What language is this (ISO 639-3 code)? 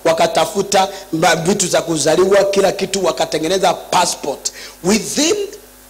swa